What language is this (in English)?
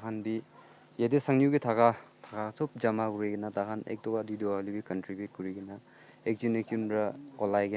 Naga Pidgin